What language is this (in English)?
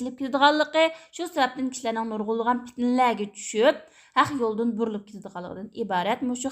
Uyghur